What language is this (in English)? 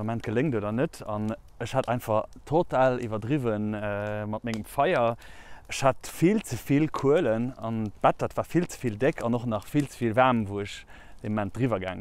Luxembourgish